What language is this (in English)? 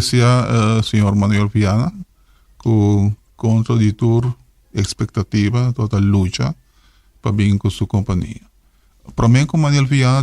Papiamento